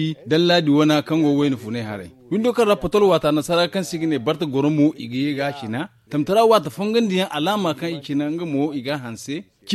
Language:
Zarma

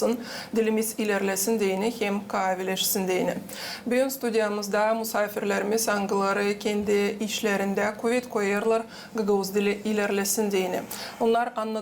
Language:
Gagauz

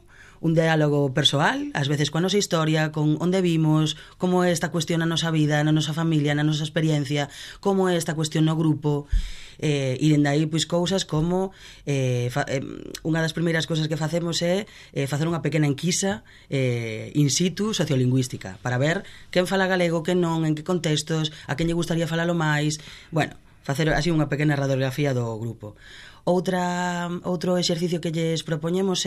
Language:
Galician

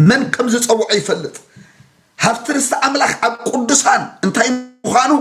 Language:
Tigrinya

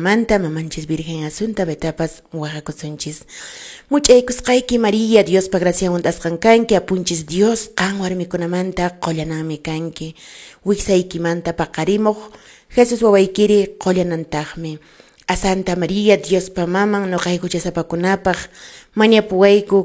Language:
Quechua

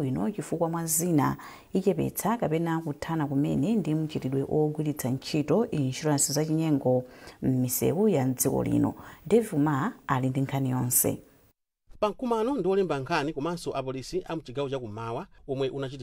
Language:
Nyanja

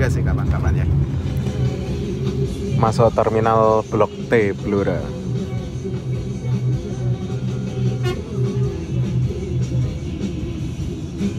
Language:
Indonesian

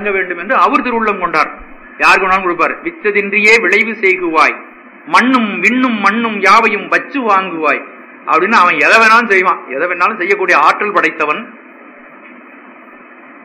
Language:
Tamil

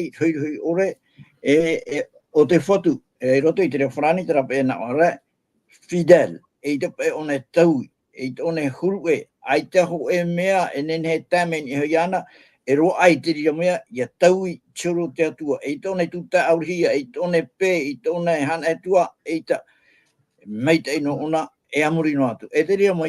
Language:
Tahitian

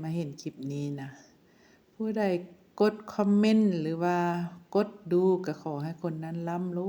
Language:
Lao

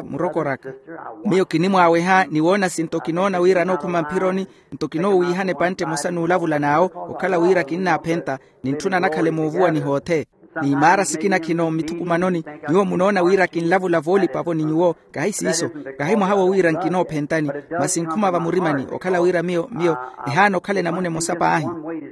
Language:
Makhuwa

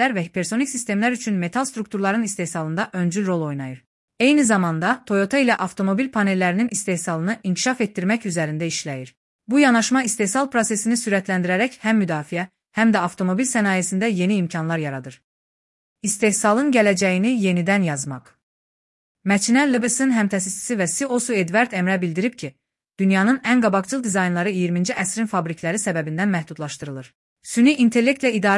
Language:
Azerbaijani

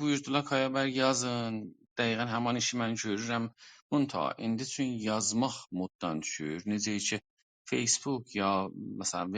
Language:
South Azerbaijani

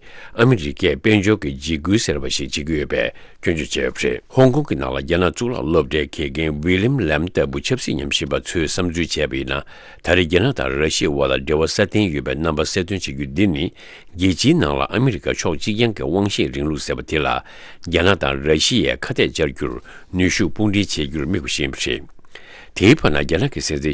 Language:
Tibetan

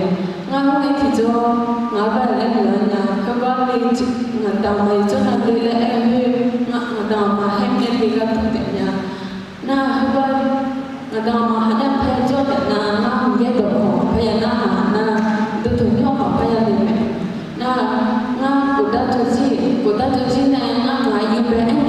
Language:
Akha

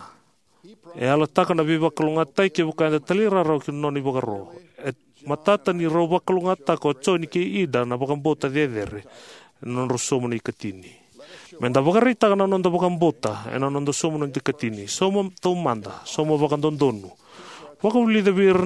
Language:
Fijian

